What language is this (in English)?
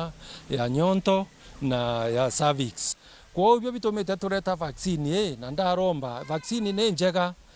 Meru